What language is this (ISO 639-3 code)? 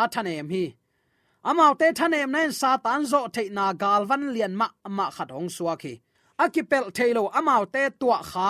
ctd